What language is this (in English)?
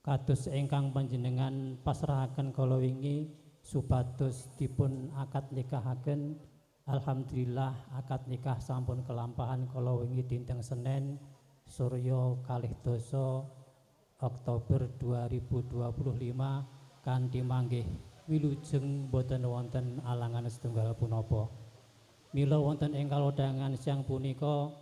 Javanese